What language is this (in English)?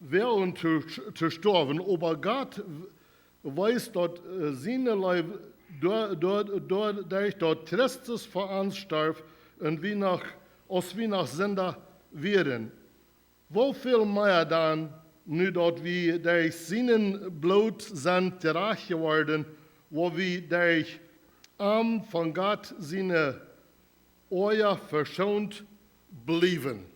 Plautdietsch